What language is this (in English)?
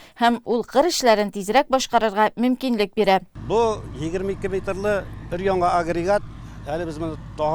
Tatar